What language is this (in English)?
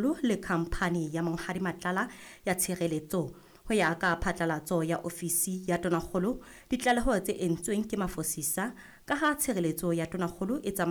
Southern Sotho